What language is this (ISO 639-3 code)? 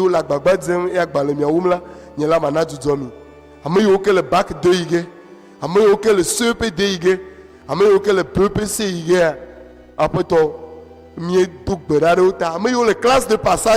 ewe